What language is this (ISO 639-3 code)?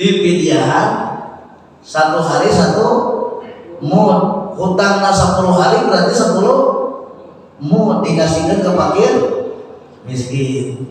sun